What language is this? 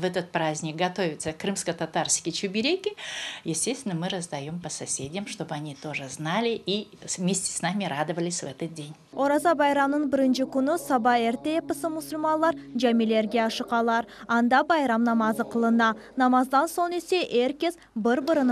Crimean Tatar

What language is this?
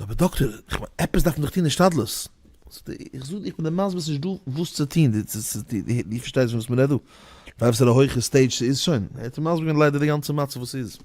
Yiddish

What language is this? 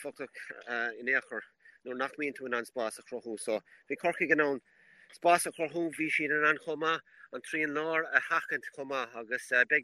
Irish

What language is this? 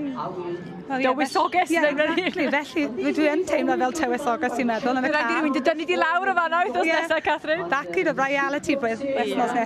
Welsh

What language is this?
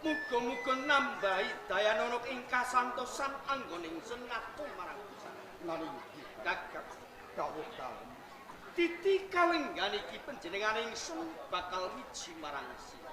Javanese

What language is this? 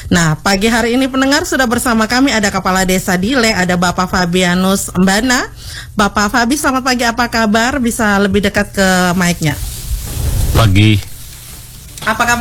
Indonesian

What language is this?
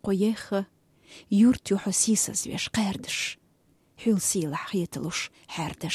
Chechen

